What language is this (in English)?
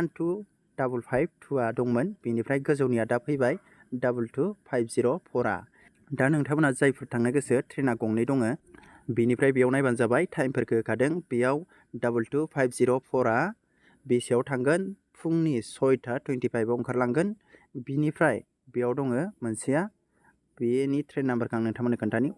Bodo